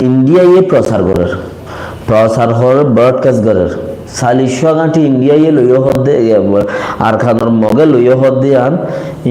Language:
Rohingya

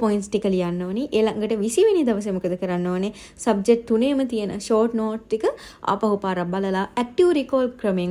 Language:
Sinhala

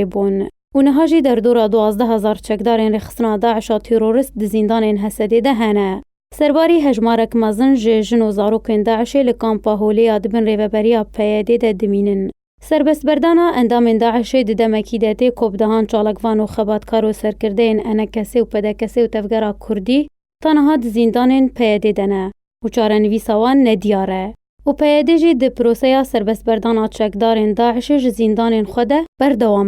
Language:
Kurdish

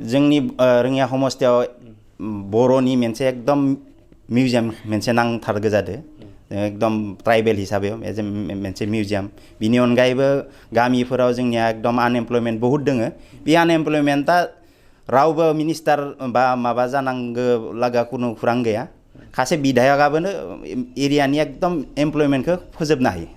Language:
Bodo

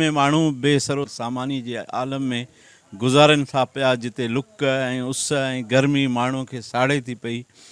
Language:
Sindhi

